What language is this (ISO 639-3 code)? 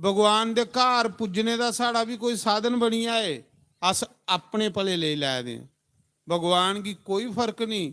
doi